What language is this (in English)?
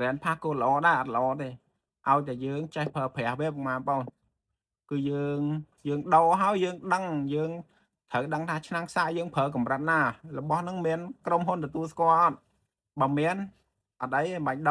Khmer